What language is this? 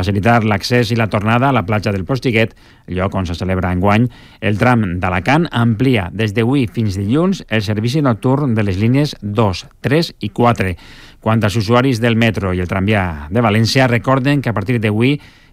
Catalan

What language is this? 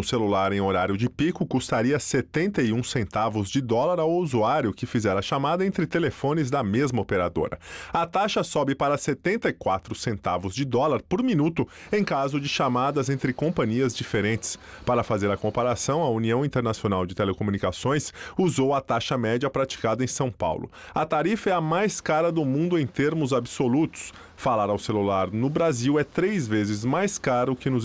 Portuguese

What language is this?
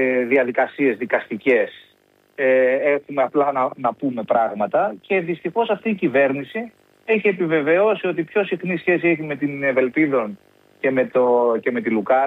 Greek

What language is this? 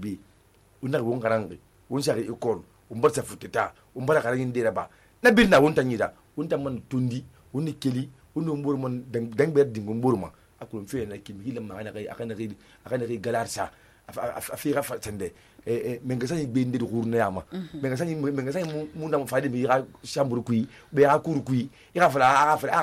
Susu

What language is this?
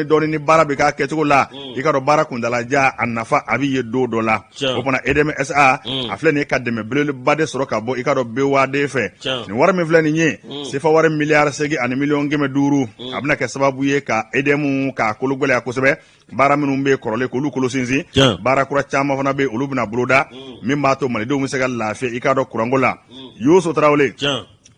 Bambara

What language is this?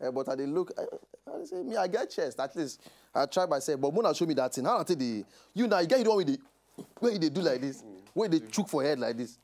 Nigerian Pidgin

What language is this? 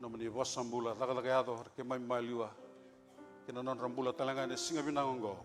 Fijian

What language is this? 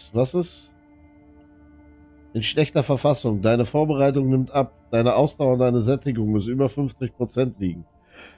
German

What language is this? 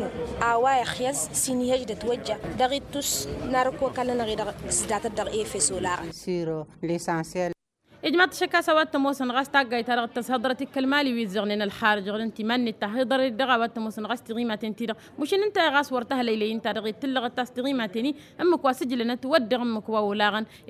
Tamasheq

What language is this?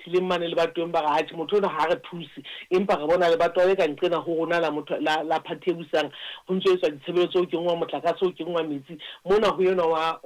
Southern Sotho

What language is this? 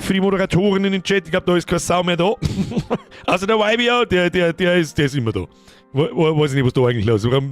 Bavarian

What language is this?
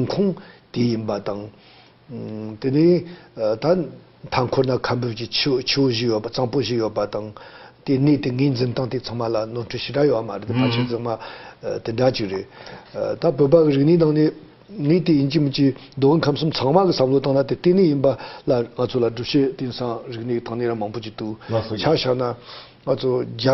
Tibetan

